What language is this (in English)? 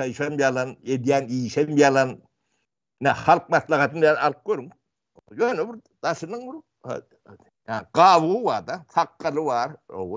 Turkmen